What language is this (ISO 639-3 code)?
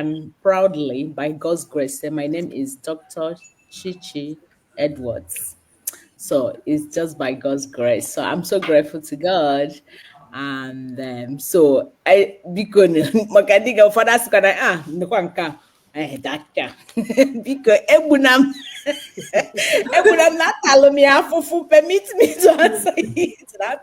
ibo